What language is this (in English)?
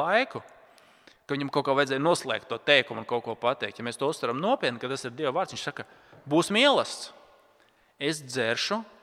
Latvian